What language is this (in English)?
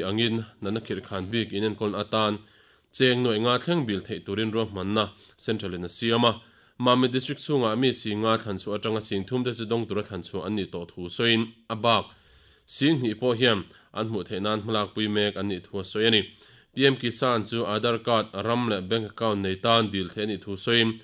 Mizo